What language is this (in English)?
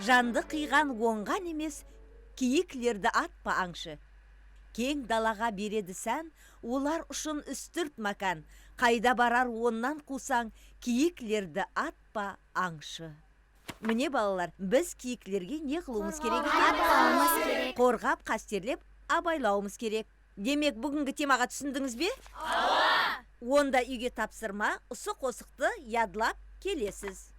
Kara-Kalpak